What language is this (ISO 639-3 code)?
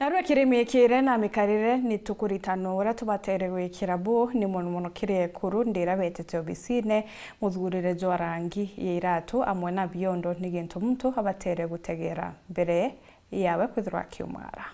mer